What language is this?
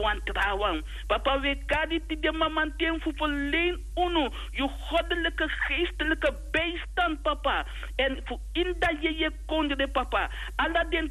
Sranan Tongo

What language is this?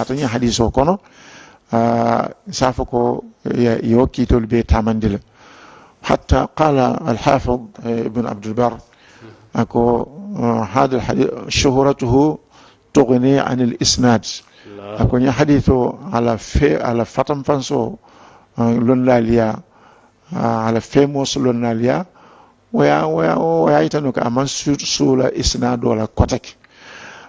Mandingo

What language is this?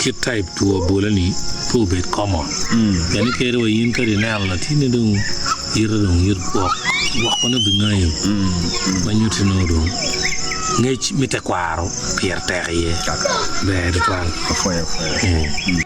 Acoli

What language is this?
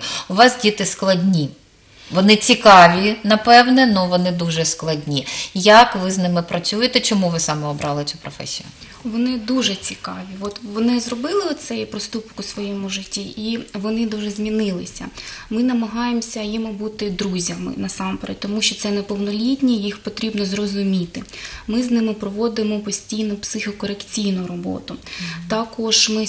Ukrainian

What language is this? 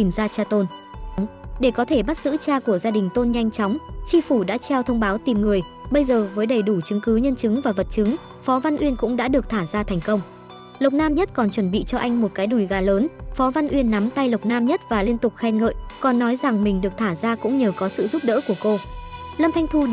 Vietnamese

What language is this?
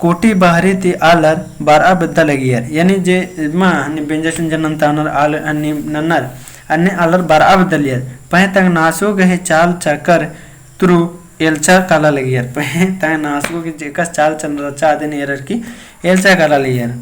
Kurukh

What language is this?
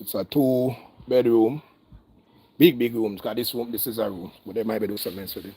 Jamaican Creole English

